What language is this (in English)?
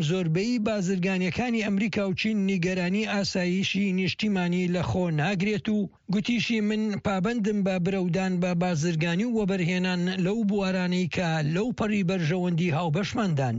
Central Kurdish